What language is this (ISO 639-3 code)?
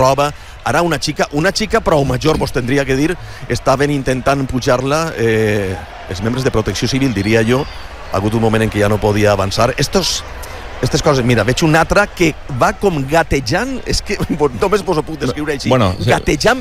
cat